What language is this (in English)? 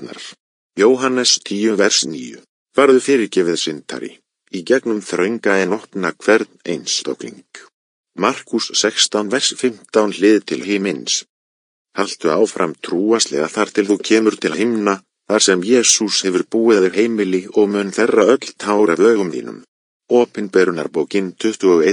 Icelandic